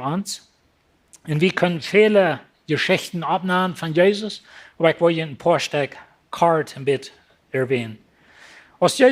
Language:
Plautdietsch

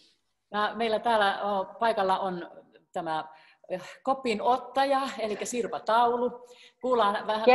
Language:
Finnish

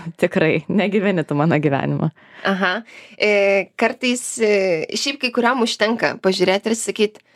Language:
Lithuanian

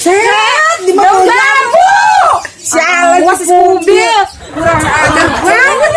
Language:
Betawi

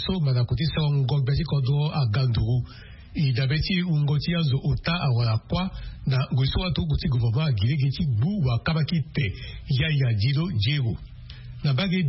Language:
Sango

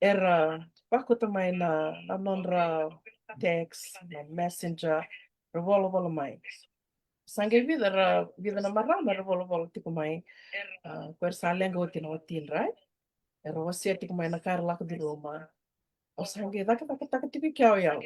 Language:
Fijian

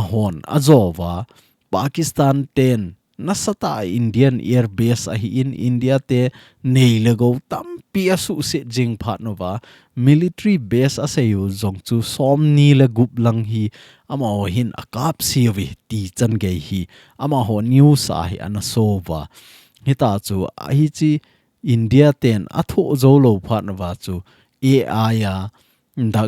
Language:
Thado Chin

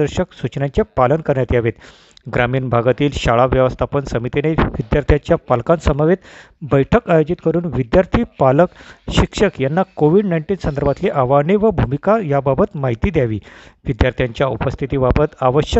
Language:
Marathi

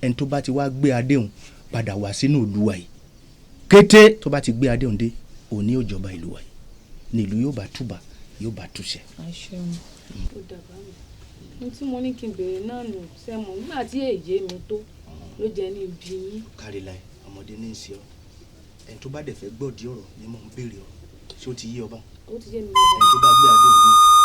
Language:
Yoruba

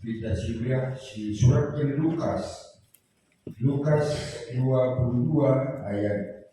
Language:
Batak Karo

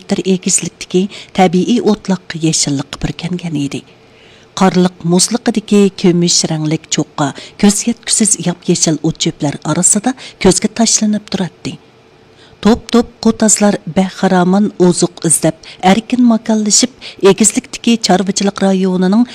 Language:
Uyghur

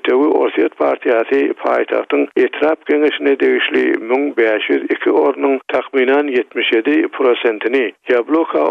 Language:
Turkmen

